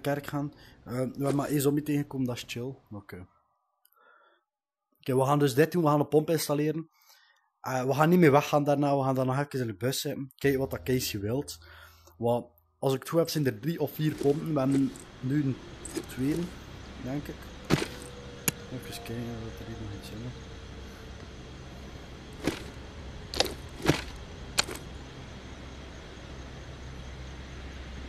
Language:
Dutch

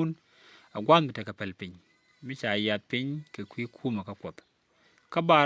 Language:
Nuer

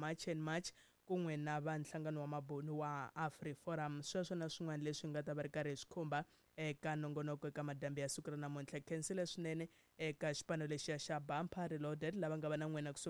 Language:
Tsonga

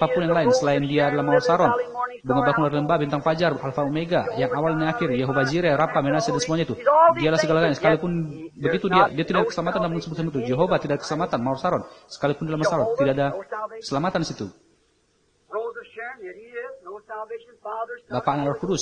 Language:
Indonesian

